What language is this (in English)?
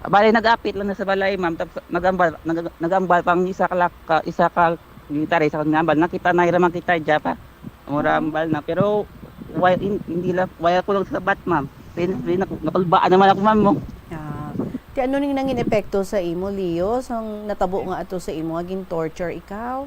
Hiligaynon